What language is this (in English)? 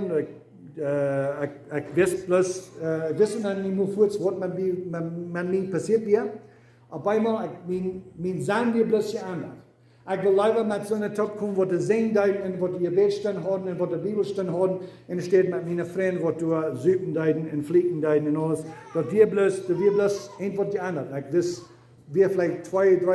Plautdietsch